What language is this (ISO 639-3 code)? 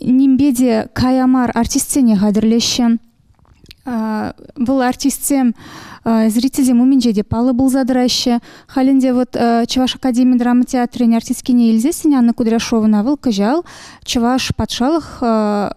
chv